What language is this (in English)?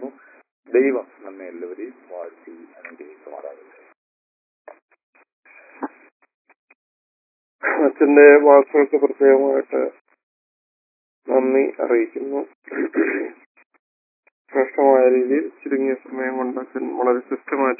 Malayalam